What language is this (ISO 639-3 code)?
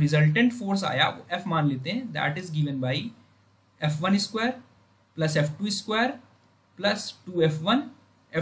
hin